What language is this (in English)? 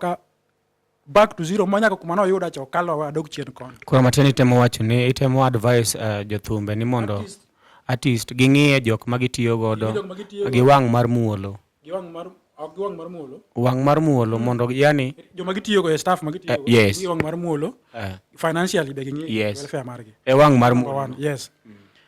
Luo (Kenya and Tanzania)